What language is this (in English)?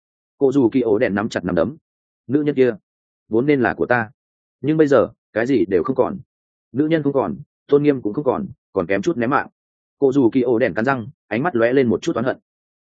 Vietnamese